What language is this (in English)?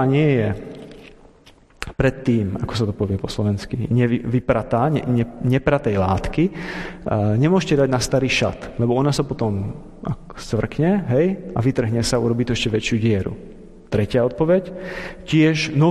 Slovak